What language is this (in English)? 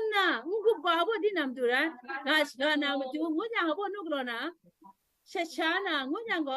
Kachin